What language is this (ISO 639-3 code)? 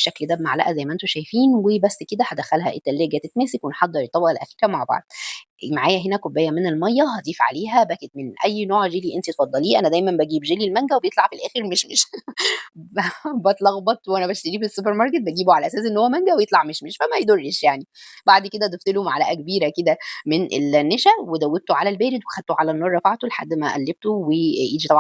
arz